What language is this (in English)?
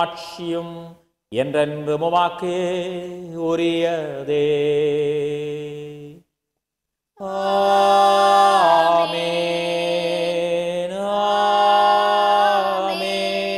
Tamil